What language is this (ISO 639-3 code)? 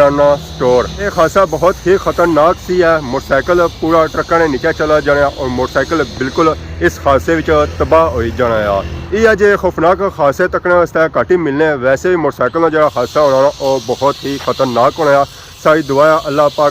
phr